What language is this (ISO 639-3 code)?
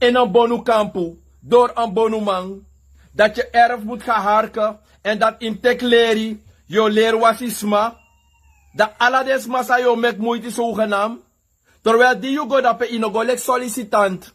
srn